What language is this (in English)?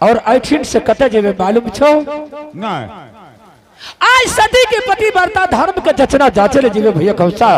Angika